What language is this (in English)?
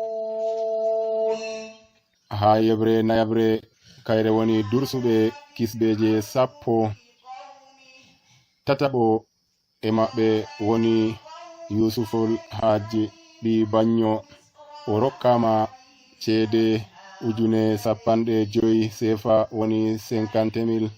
Nigerian Fulfulde